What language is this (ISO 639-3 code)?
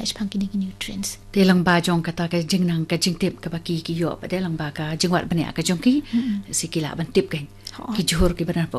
kha